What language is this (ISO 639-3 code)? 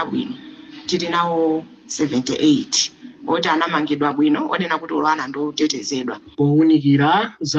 nya